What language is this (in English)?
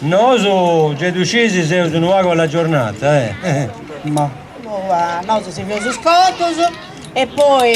Sardinian